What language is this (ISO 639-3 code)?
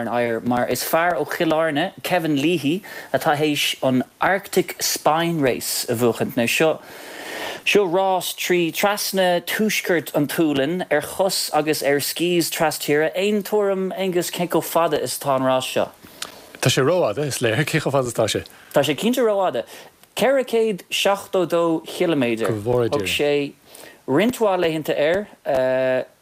gle